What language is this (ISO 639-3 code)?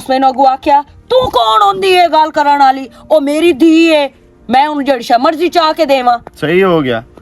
lah